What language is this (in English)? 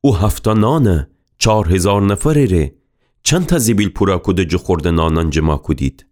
Gilaki